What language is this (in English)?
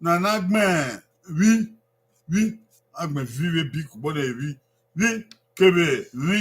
Bini